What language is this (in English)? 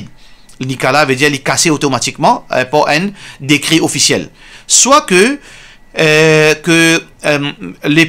Morisyen